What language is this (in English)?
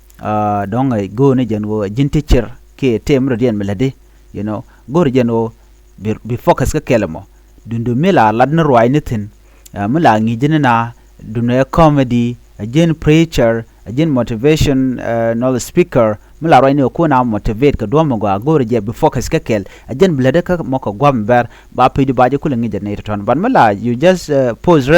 Nuer